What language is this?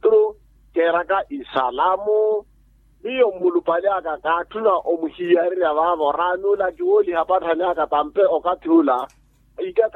Makhuwa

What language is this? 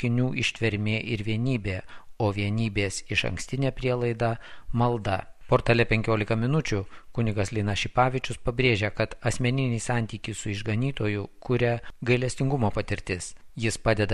Lithuanian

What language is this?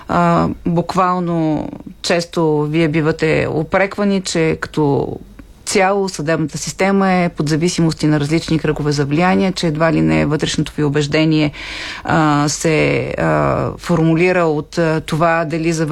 Bulgarian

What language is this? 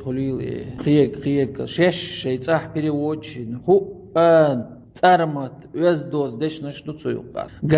Chechen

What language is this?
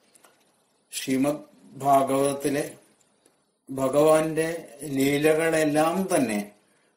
Malayalam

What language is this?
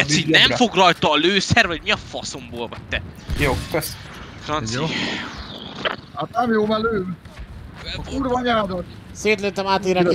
Hungarian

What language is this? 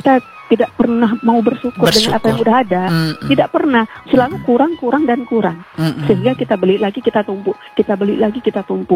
Indonesian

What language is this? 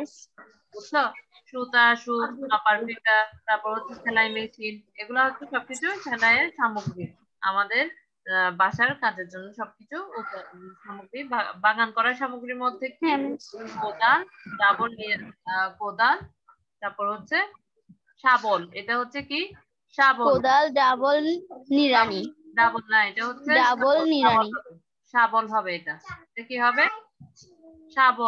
Bangla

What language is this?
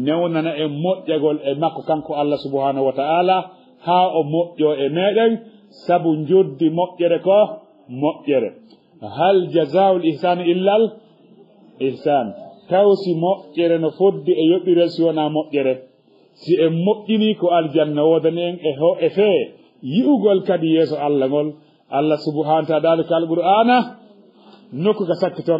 Fula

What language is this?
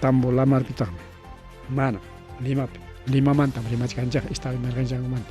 Ayacucho Quechua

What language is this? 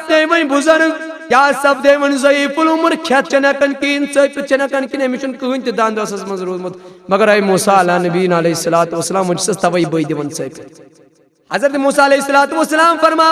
Kashmiri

